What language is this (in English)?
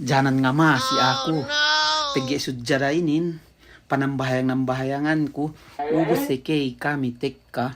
Yakan